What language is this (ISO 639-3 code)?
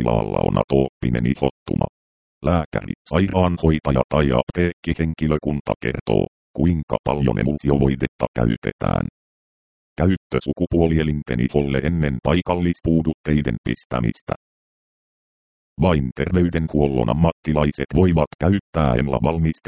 fin